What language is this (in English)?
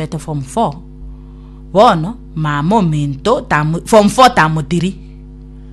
Gusii